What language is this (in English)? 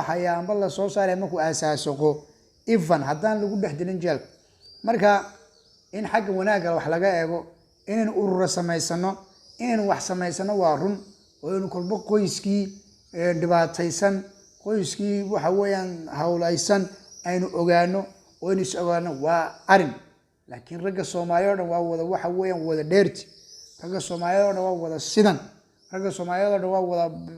Somali